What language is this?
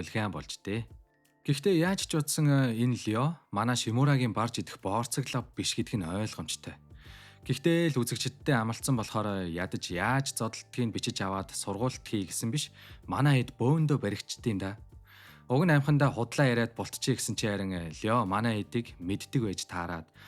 Mongolian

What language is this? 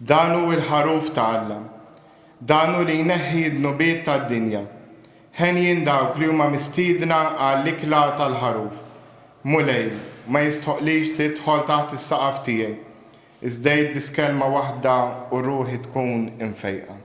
Maltese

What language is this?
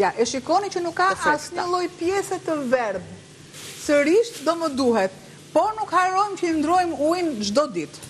Albanian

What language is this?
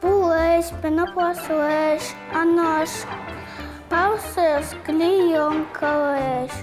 Udmurt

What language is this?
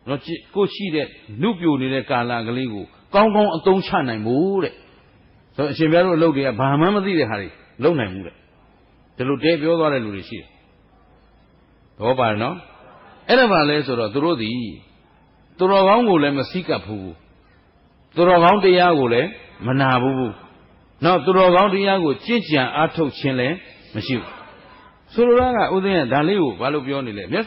Burmese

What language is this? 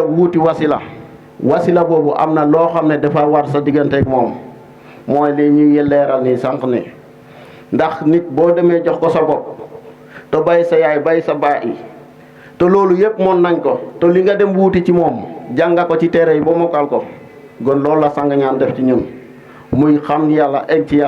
Wolof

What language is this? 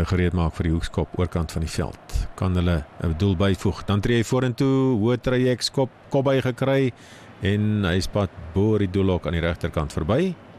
Afrikaans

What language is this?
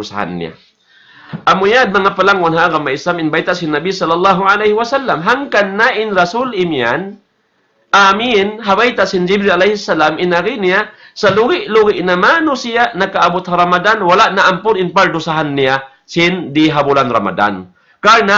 Tausug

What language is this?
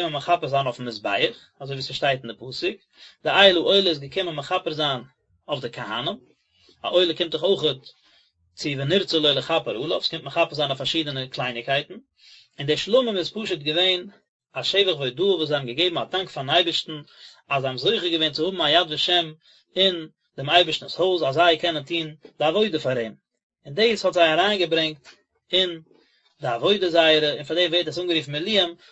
Yiddish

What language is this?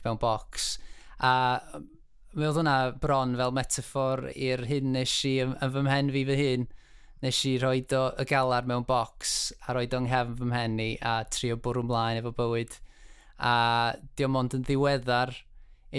Welsh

